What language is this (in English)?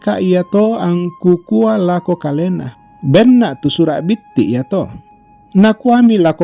Toraja-Sa'dan